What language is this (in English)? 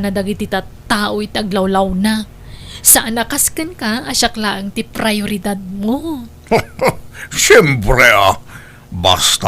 Iloko